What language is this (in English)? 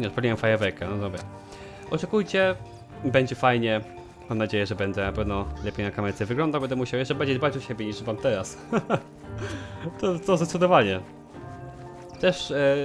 Polish